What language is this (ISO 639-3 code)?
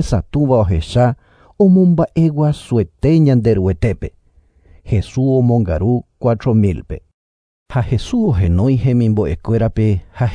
grn